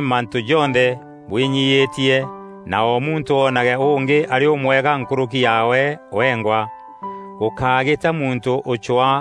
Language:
Meru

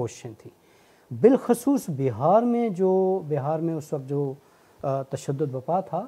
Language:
Urdu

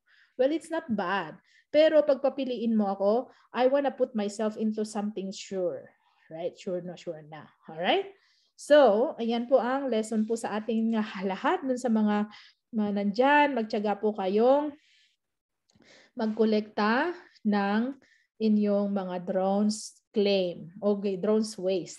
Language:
Filipino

